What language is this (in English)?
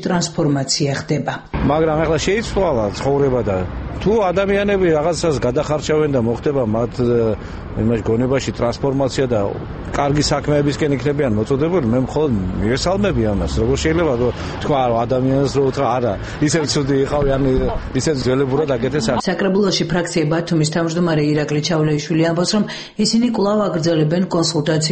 Georgian